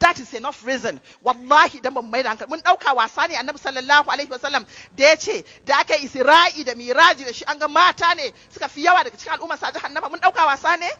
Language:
Hausa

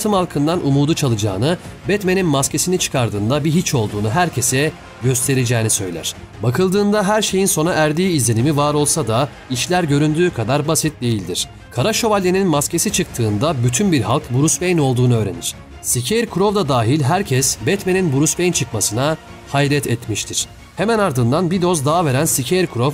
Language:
Turkish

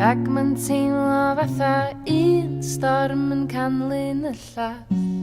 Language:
Welsh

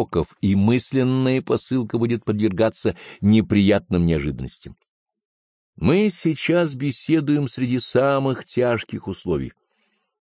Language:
Russian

